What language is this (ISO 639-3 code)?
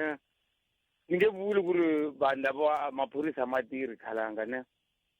tso